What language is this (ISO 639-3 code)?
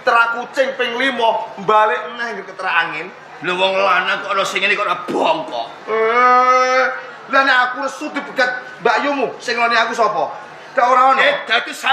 jav